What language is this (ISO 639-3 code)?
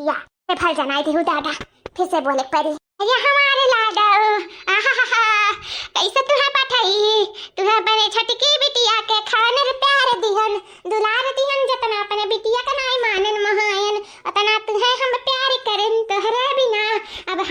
awa